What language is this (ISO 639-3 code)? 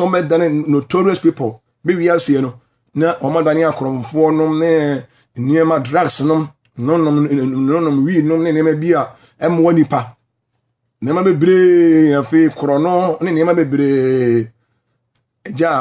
aka